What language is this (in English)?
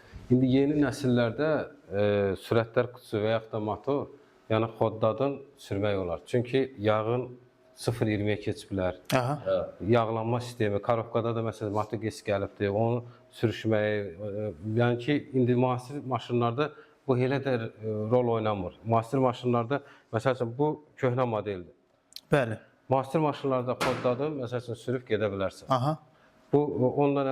Azerbaijani